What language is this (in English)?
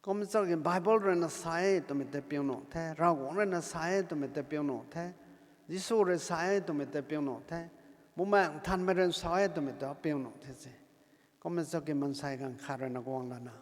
Rongmei Naga